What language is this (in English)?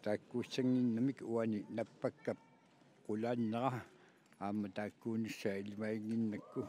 Kalaallisut